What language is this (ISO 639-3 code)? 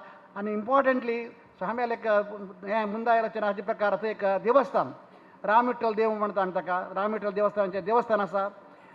kok